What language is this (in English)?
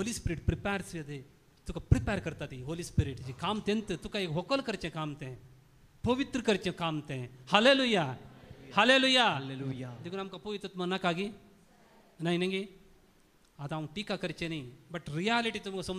Konkani